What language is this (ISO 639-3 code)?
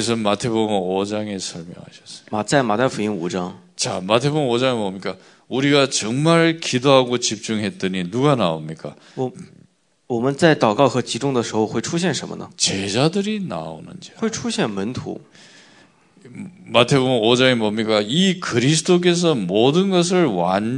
kor